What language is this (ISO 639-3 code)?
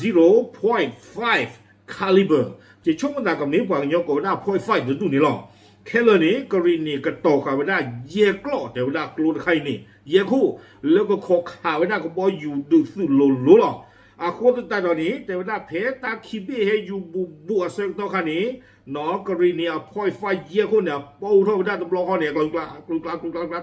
ksw